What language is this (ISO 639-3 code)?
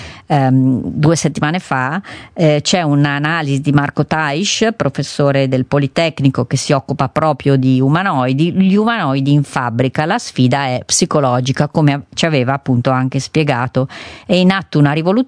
ita